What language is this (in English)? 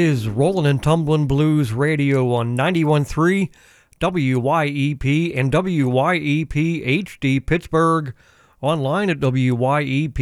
English